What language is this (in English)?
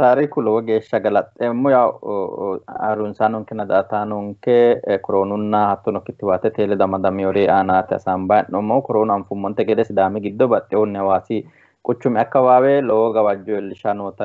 Sidamo